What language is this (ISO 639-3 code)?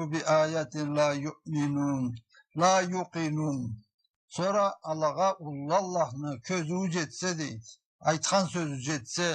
krc